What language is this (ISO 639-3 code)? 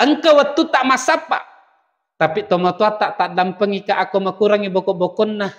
bug